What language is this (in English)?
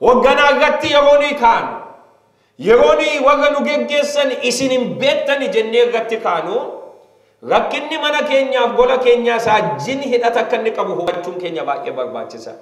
Oromo